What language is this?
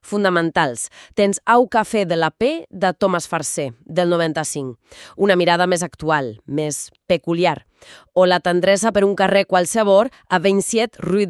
Catalan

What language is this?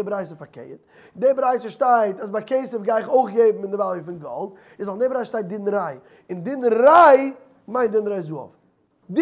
Yiddish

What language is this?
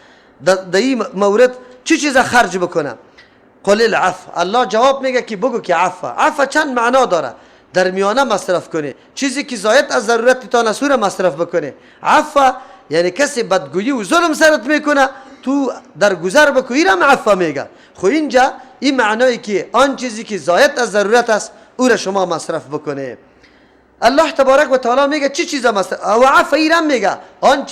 Persian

